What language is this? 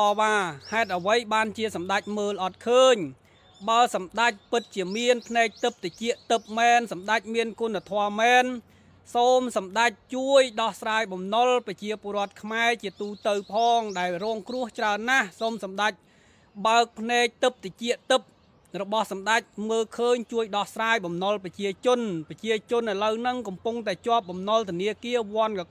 Khmer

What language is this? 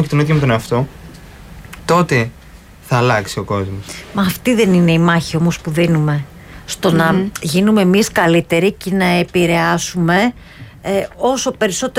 Greek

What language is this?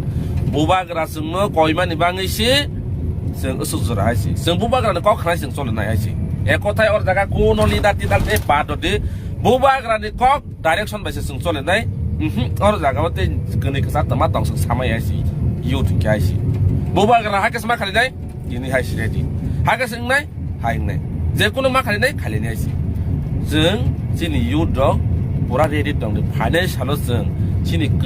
Kok Borok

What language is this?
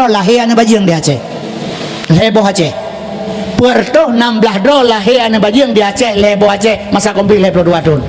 Achinese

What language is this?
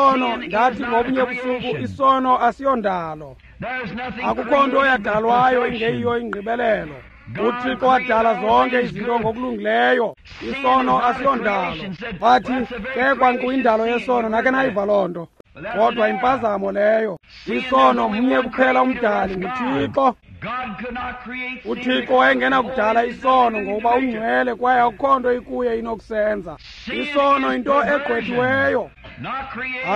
Xhosa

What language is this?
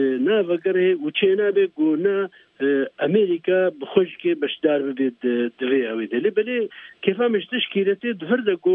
Kurdish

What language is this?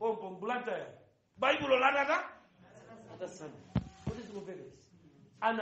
Nyanja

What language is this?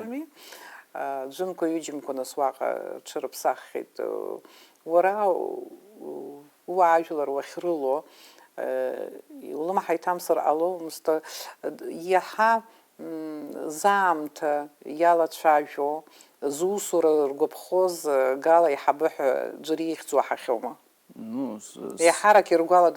Abkhazian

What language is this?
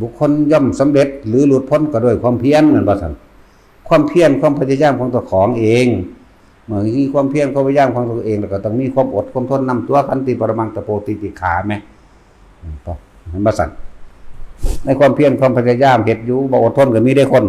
Northeastern Thai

